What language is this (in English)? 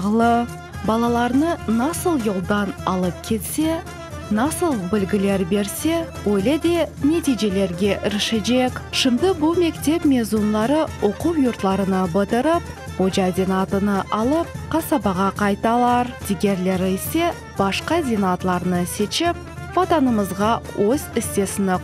Crimean Tatar